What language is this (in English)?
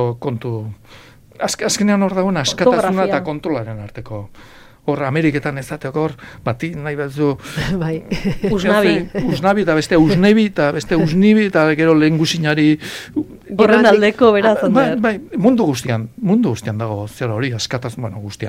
Basque